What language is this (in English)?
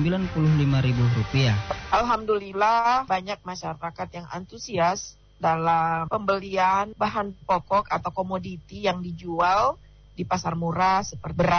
Indonesian